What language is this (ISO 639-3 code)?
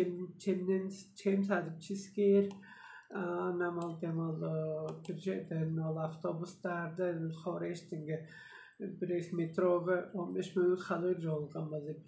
tyv